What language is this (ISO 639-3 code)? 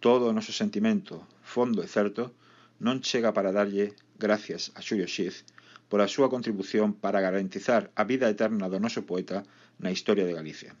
glg